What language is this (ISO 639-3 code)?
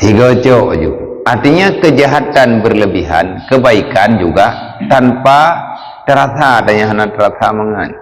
ace